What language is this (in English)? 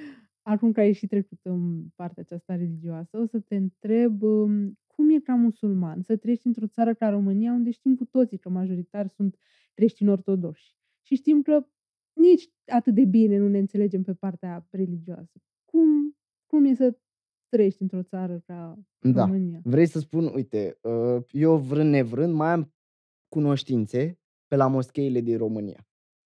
Romanian